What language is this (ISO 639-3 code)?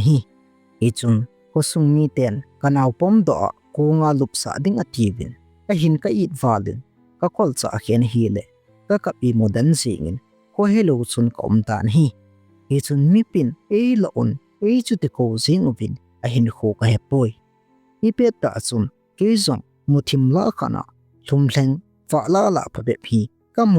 tcz